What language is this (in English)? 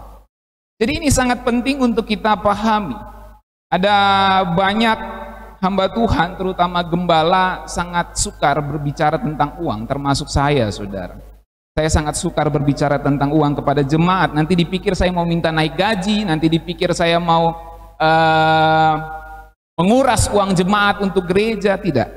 Indonesian